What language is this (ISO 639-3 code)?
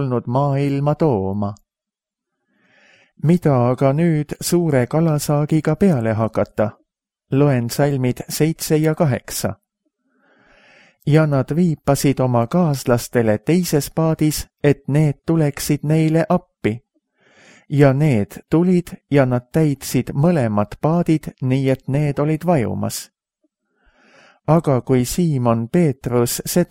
est